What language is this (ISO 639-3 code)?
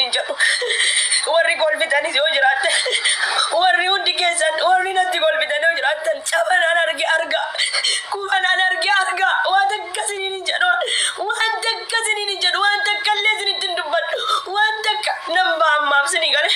orm